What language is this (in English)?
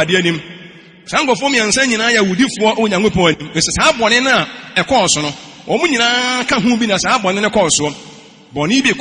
Akan